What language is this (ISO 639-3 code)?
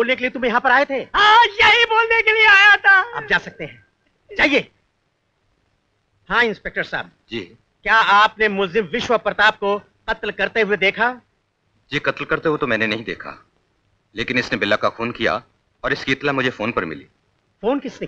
hin